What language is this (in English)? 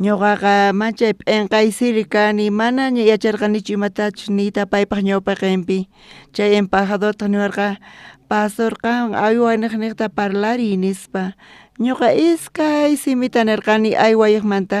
South Bolivian Quechua